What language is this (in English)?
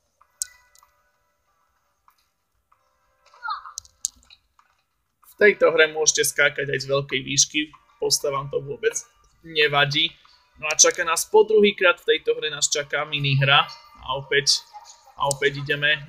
Slovak